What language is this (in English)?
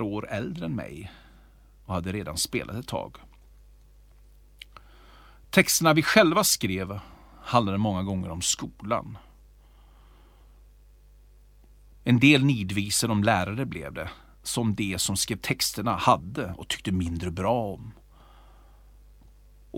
Swedish